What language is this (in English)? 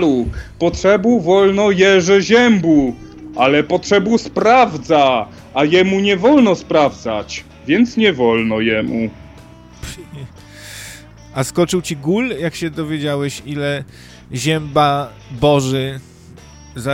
Polish